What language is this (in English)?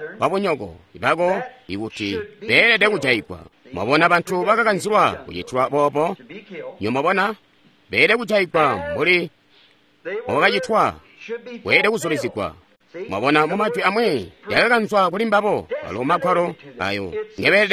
Tonga (Zambia)